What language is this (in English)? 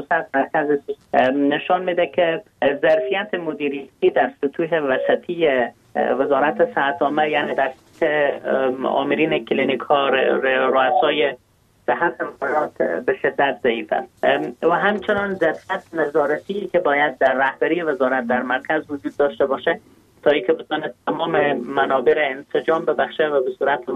Persian